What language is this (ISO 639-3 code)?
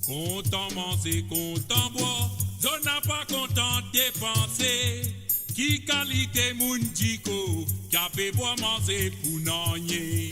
mfe